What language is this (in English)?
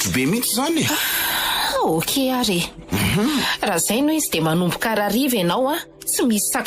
Malagasy